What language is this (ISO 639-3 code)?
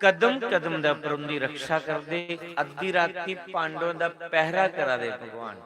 doi